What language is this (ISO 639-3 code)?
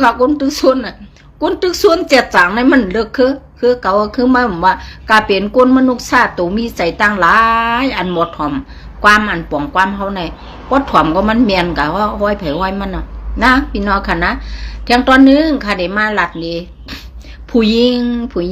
shn